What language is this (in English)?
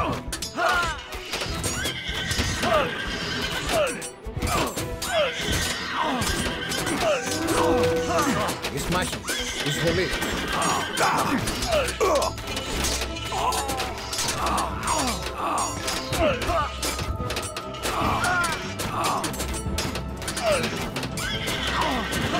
Greek